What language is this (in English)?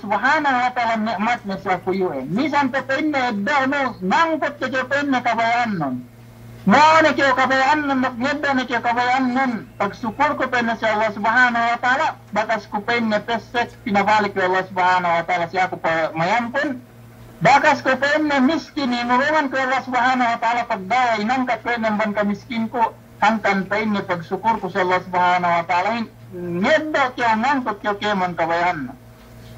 Yakan